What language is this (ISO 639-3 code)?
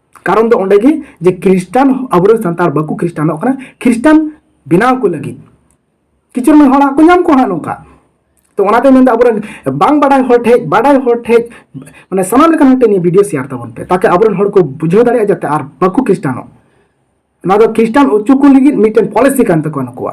sat